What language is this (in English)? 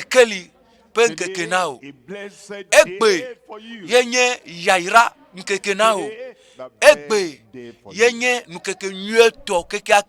Ewe